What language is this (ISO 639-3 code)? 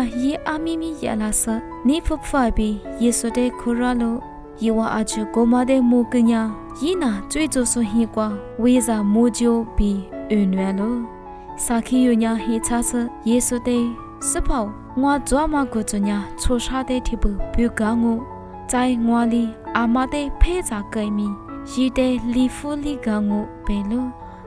lis